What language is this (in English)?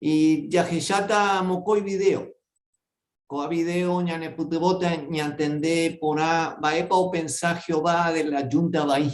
Guarani